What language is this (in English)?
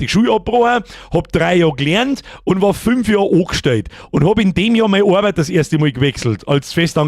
Bavarian